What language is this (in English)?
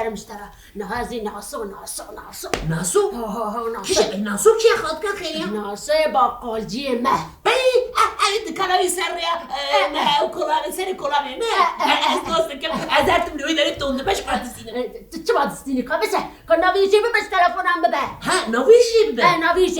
Kurdish